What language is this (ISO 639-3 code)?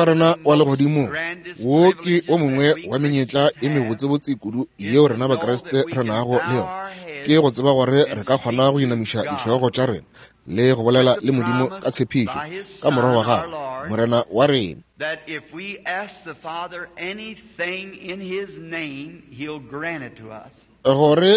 nso